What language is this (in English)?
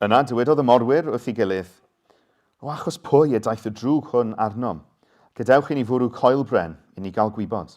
Welsh